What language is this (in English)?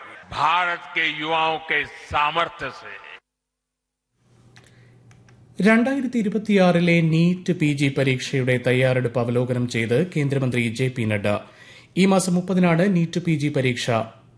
Malayalam